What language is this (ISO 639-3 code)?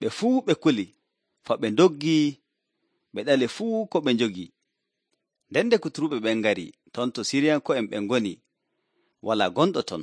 fuv